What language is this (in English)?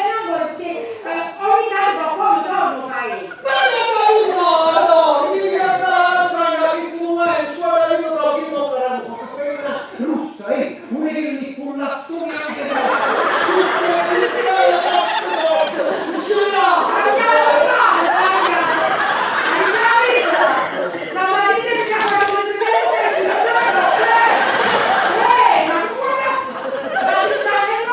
Neapolitan